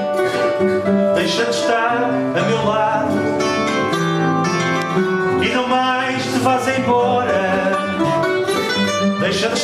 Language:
Portuguese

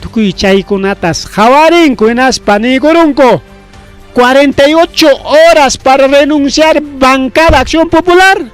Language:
Ayacucho Quechua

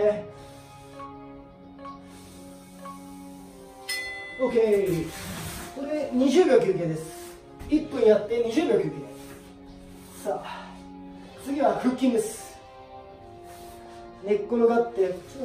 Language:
Japanese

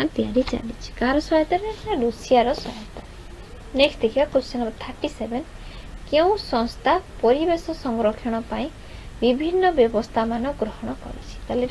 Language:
Odia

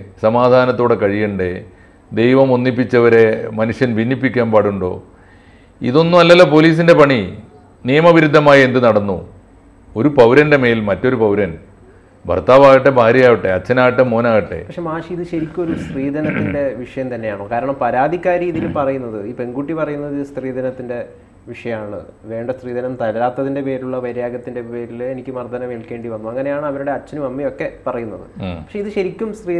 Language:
Malayalam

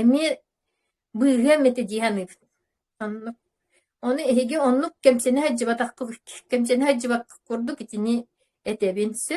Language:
Yakut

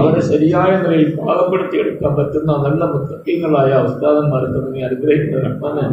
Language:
Malayalam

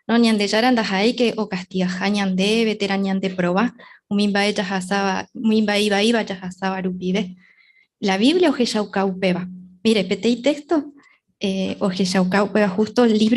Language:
Guarani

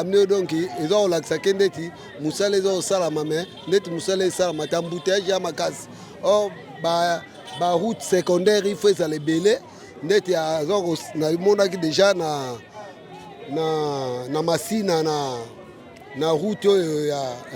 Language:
Lingala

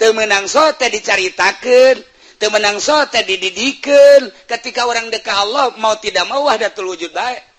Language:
Sundanese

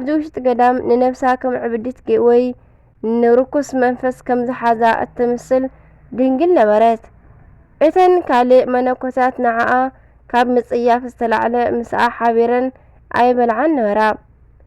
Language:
Tigrinya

